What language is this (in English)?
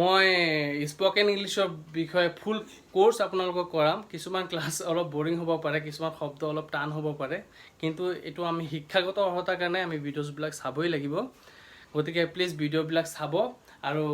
Assamese